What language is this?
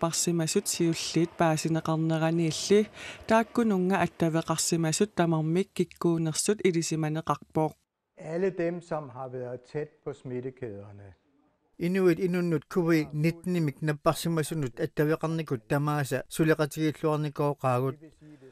Kalaallisut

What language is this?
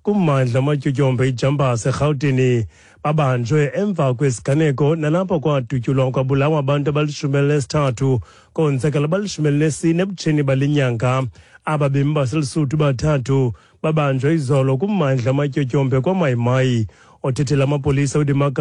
Xhosa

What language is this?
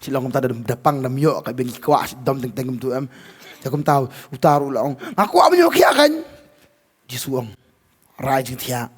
Khasi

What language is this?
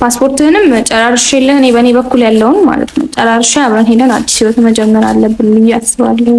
Amharic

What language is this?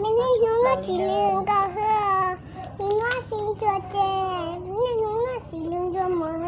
Hmong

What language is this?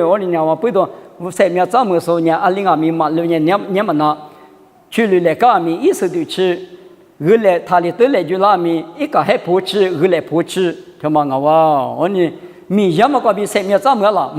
Lisu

